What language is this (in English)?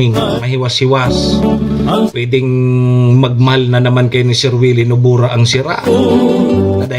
Bikol